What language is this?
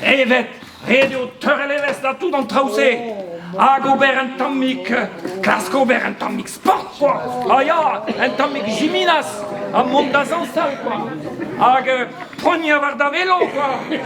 Breton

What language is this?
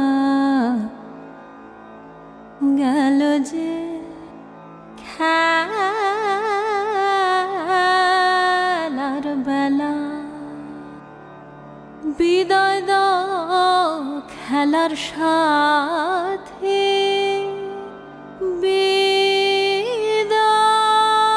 Bangla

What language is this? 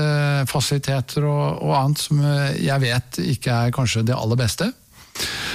Norwegian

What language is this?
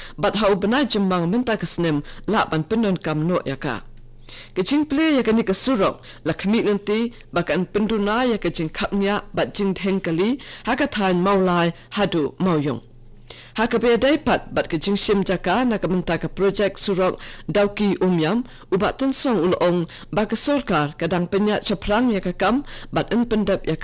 Khasi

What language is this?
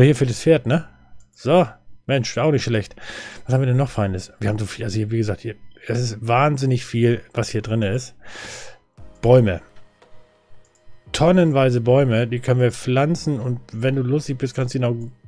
German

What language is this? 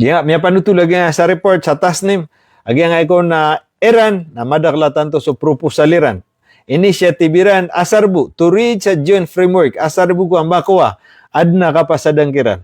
Maranao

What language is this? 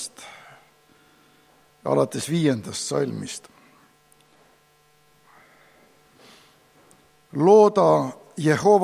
Estonian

